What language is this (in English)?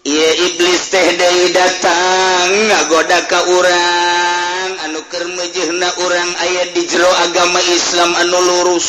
Sundanese